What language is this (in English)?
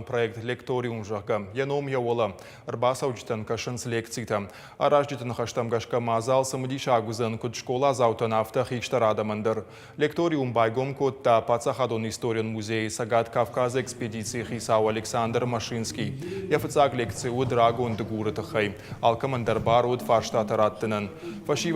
Ossetic